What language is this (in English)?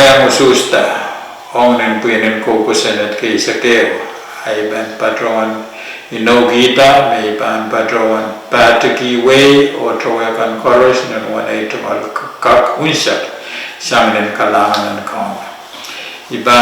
Pohnpeian